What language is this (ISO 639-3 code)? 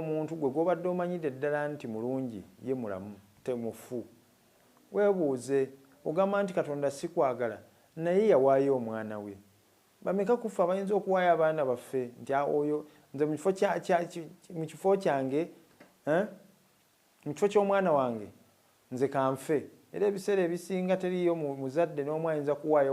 lug